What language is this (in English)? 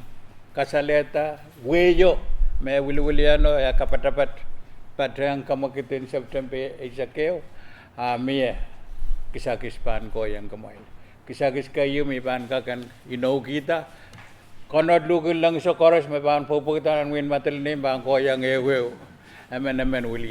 Pohnpeian